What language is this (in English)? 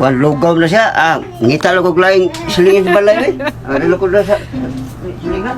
Cebuano